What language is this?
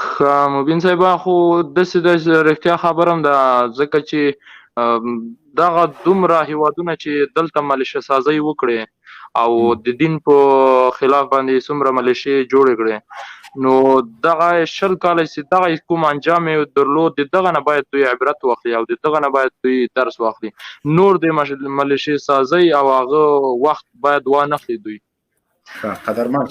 Pashto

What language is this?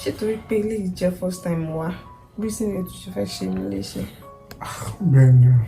Yoruba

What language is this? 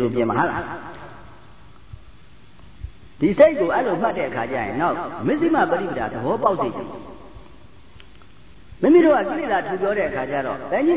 Burmese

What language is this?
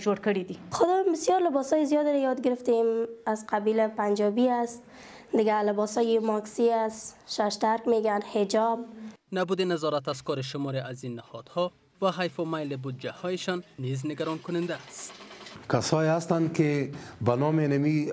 Persian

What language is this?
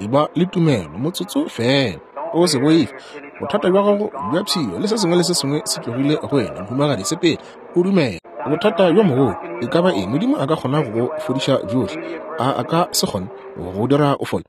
Northern Sotho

